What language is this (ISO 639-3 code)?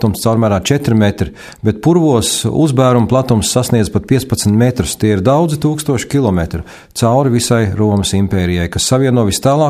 lav